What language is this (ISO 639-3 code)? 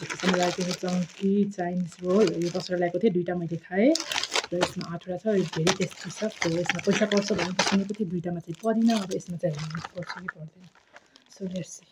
nep